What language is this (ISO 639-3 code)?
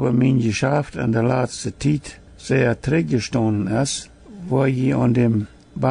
pdt